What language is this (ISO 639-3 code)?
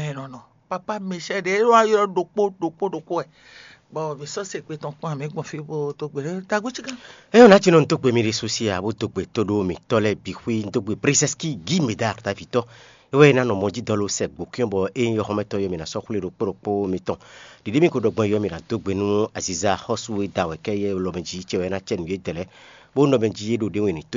fon